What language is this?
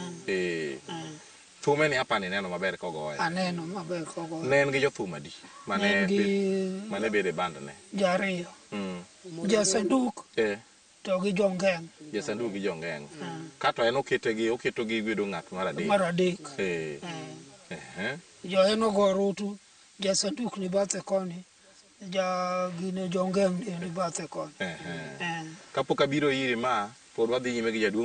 Luo (Kenya and Tanzania)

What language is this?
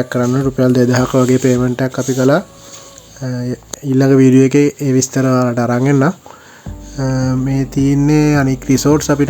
Sinhala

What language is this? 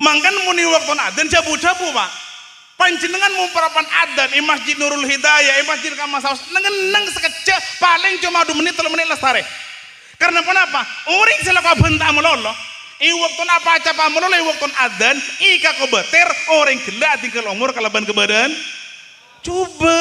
Madurese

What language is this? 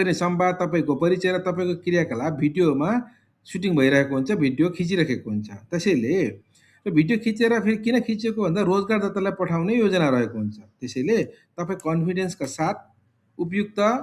Nepali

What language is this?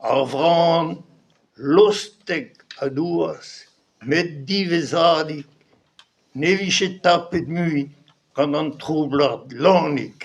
Breton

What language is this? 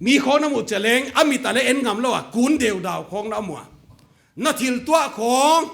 Paite Chin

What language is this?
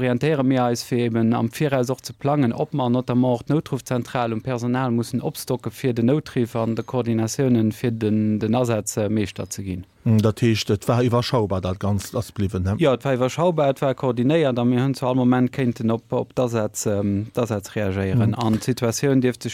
Luxembourgish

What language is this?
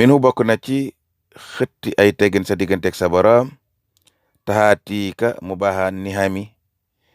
Wolof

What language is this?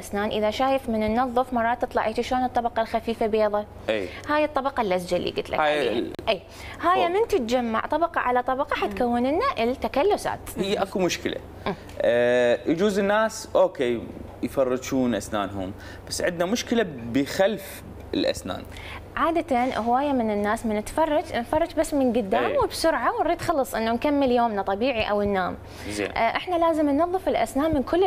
Mesopotamian Arabic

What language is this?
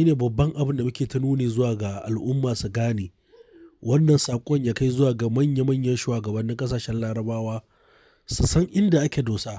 Hausa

